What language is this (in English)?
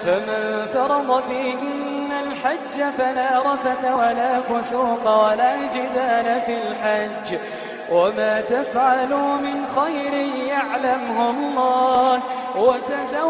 Iranun (Philippines)